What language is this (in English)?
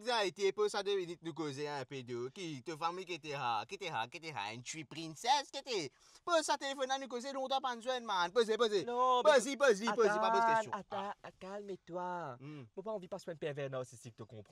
Morisyen